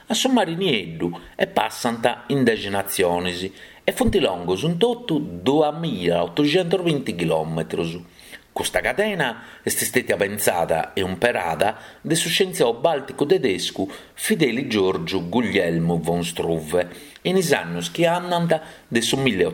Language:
Sardinian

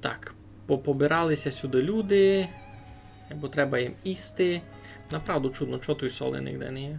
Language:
Rusyn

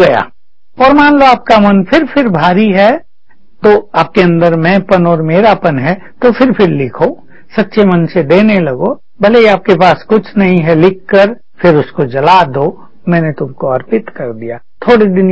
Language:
Hindi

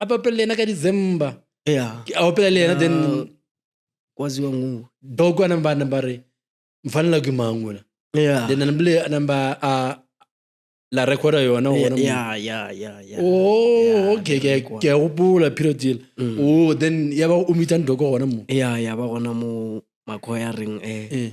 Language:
Northern Sotho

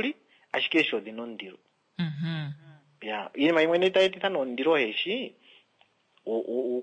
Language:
Kuanyama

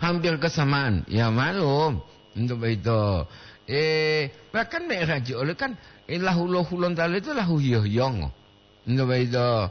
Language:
Gorontalo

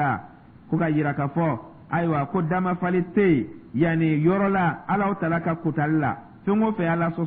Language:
Dyula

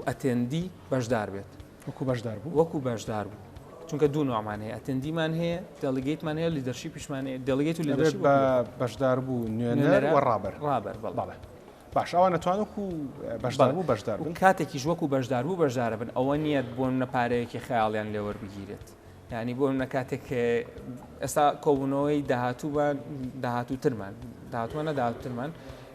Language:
Central Kurdish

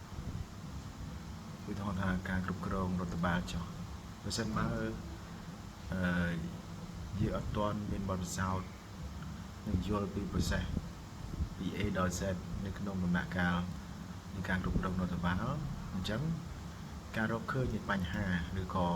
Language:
Khmer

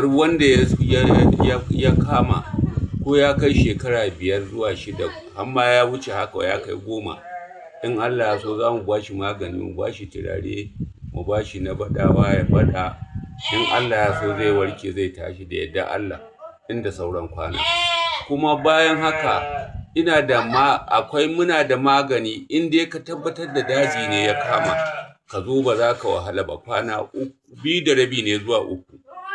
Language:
Hausa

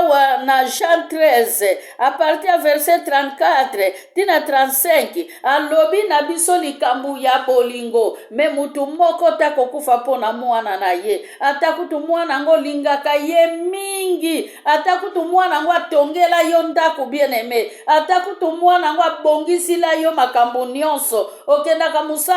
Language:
Lingala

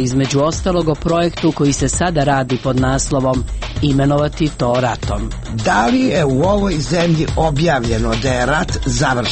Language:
Serbian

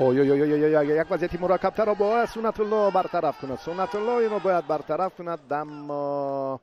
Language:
Tajik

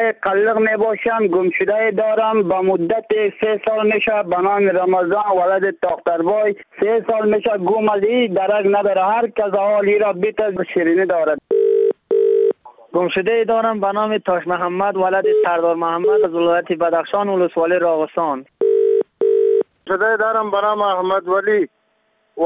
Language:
Persian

